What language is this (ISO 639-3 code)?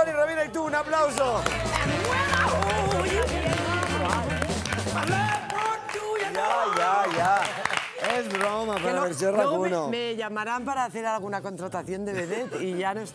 spa